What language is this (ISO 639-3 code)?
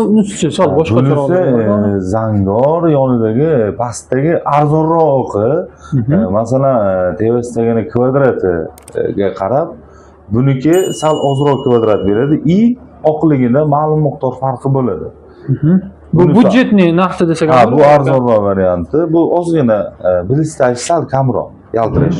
uzb